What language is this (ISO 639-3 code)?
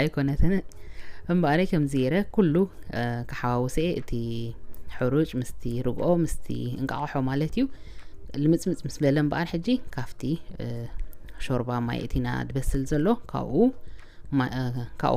tir